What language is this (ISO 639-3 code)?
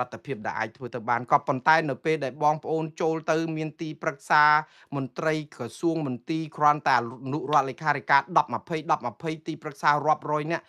khm